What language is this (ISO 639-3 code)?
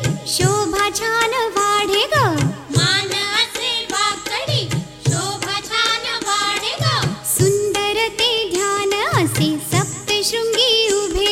mar